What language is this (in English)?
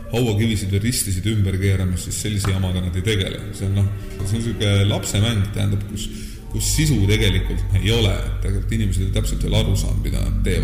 Estonian